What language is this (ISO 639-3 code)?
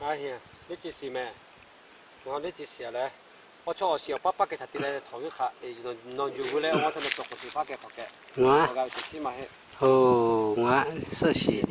lhu